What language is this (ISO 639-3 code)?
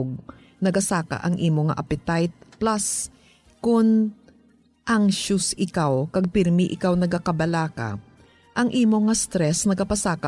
hil